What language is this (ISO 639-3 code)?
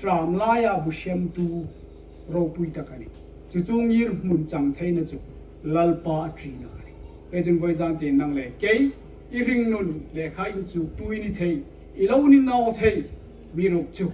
hmr